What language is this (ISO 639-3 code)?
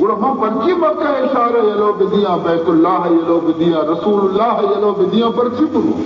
bal